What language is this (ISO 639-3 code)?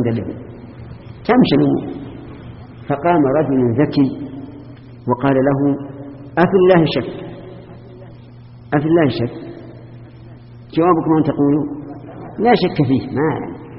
ara